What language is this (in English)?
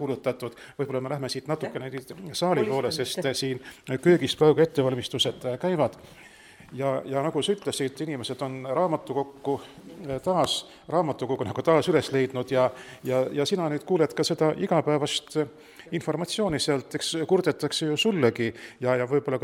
Estonian